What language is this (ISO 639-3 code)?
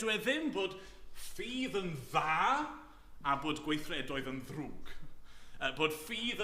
cym